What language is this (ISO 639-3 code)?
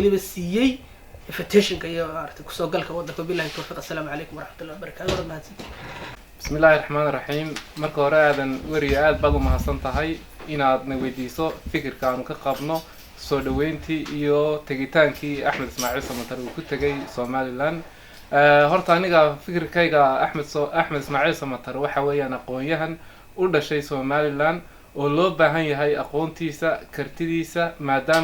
som